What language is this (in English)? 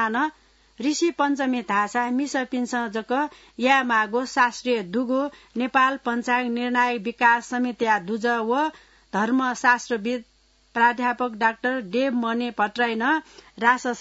Newari